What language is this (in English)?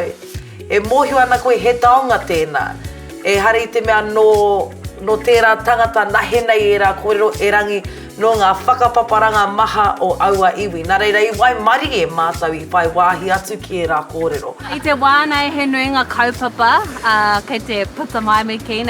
Māori